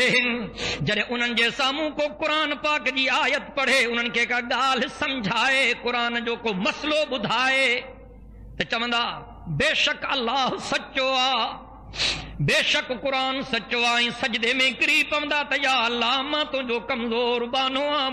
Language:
Sindhi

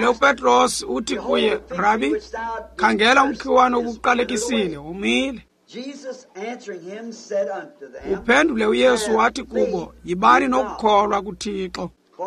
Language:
Xhosa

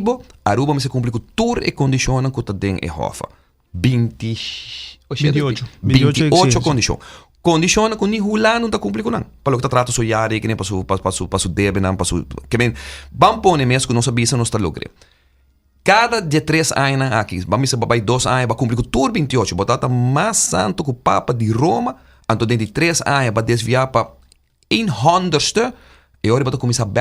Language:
Papiamento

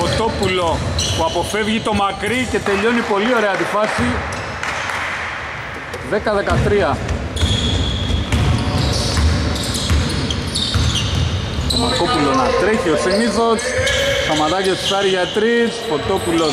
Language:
Greek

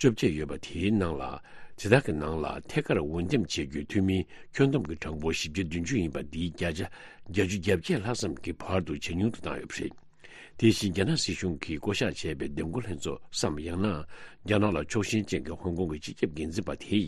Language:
Tibetan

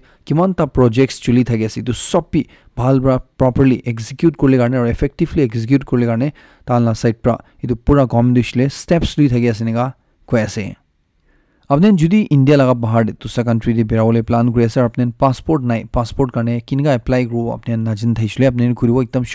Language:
Naga Pidgin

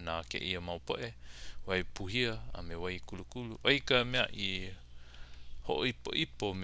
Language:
Hawaiian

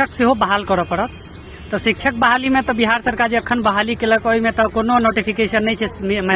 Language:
Maithili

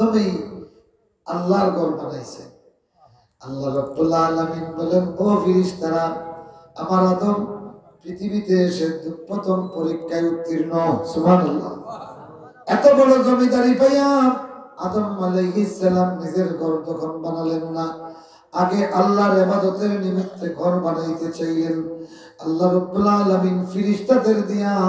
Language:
Sylheti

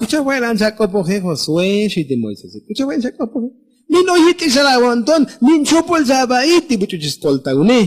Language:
Tzotzil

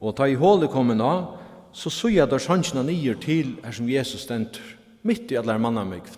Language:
Faroese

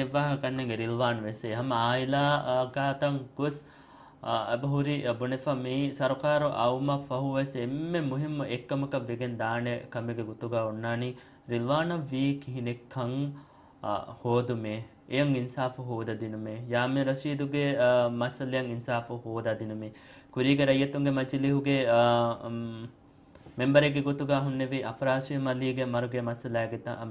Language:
Divehi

